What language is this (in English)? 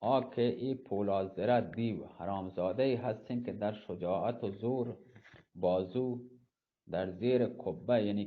Eastern Balochi